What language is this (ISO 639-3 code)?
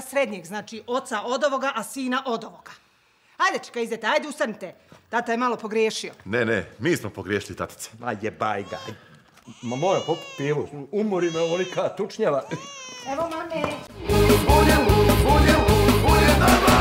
bos